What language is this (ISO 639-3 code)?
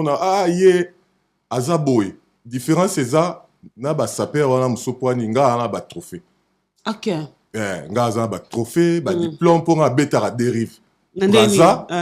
lin